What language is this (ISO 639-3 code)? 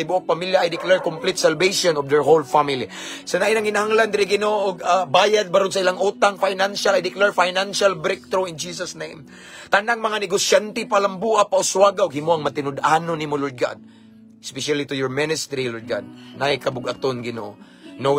ceb